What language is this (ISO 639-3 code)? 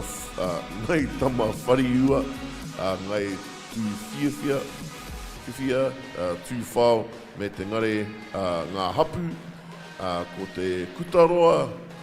mri